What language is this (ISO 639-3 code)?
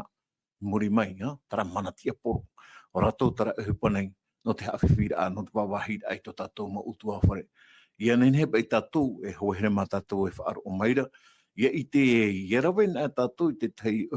tah